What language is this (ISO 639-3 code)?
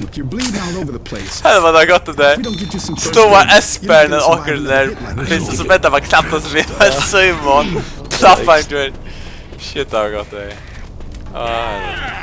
fao